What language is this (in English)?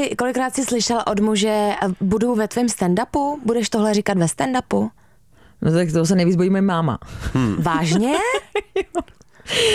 Czech